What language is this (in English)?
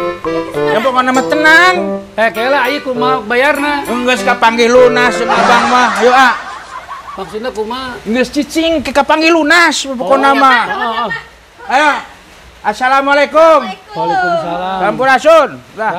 Sundanese